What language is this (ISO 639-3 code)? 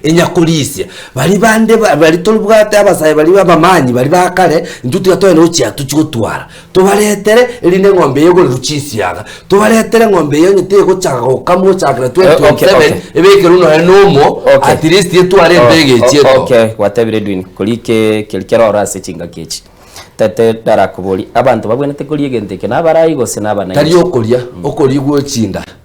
guz